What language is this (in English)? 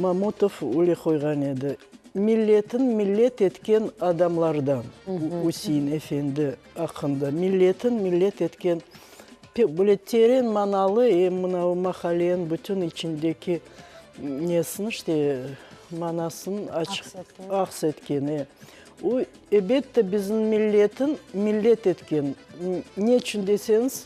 Crimean Tatar